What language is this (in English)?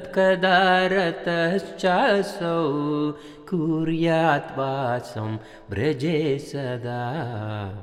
Tamil